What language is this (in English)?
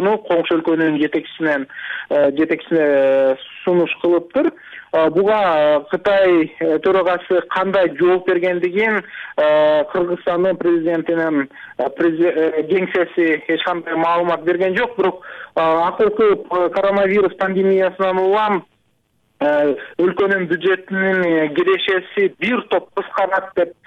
Kyrgyz